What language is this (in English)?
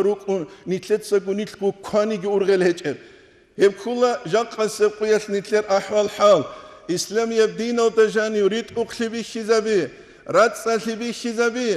Avaric